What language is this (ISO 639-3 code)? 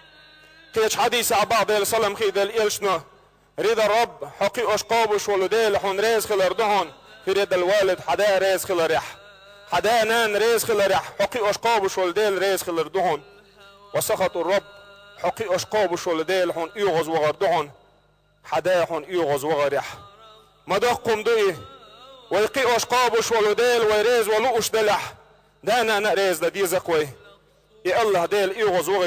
che